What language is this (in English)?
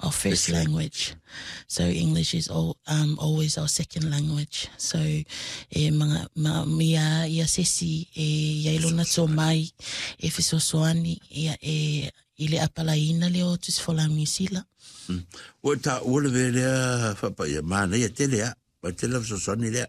Samoan